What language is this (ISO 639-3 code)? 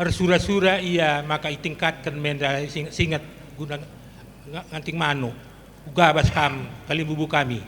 btx